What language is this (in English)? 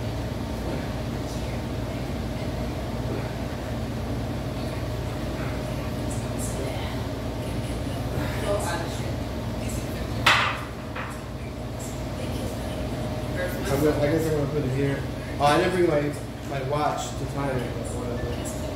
English